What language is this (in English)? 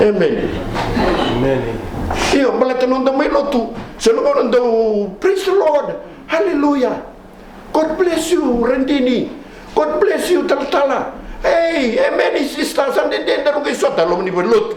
Fijian